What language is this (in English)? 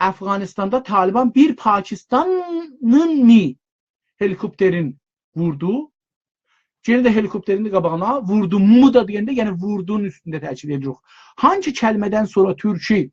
South Azerbaijani